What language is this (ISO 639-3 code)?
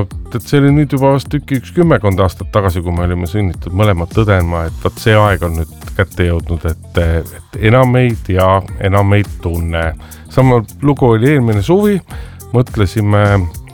est